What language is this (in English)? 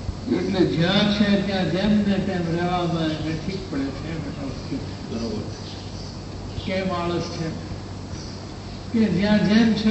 Gujarati